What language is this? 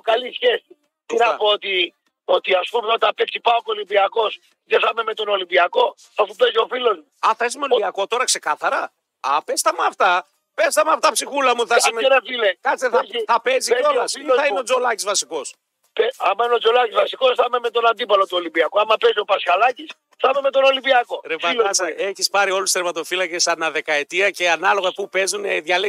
Greek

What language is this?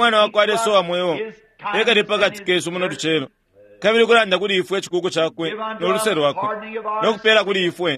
Bemba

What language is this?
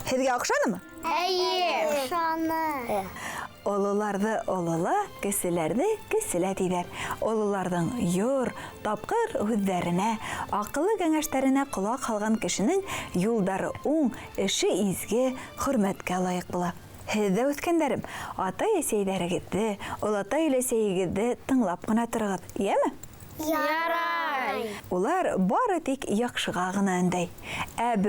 Bashkir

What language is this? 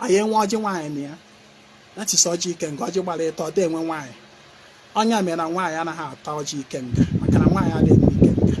Igbo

